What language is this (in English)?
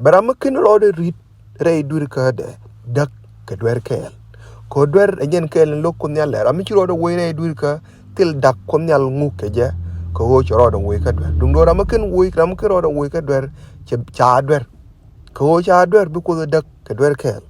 Nuer